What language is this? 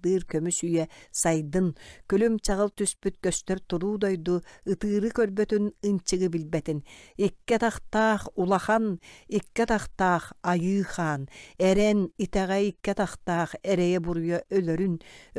Yakut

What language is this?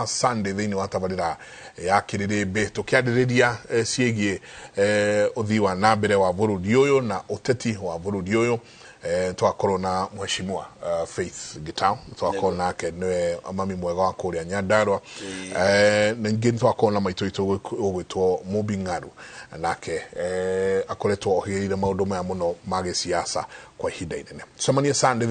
Kikuyu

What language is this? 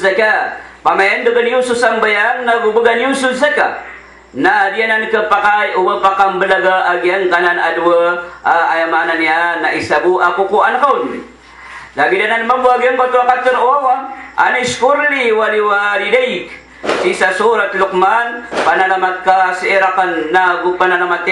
Maranao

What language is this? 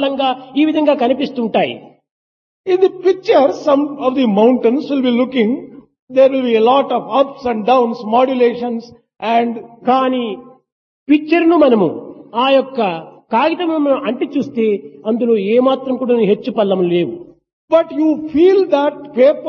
Telugu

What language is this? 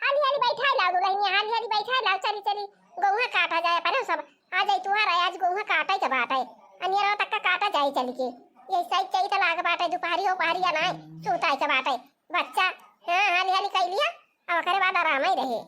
Awadhi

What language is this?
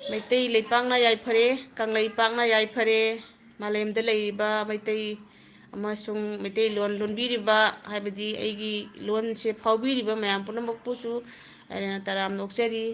Manipuri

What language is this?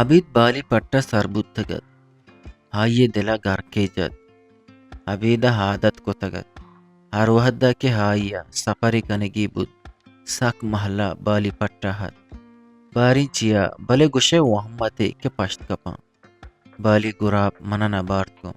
Eastern Balochi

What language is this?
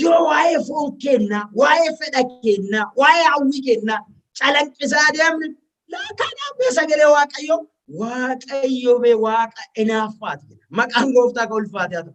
Oromo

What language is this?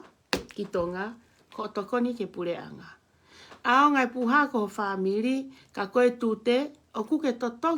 Tongan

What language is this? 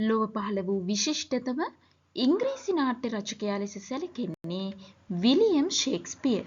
Sinhala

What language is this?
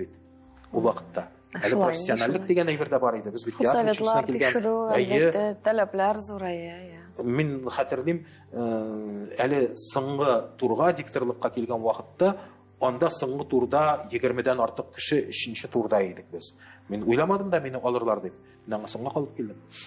Tatar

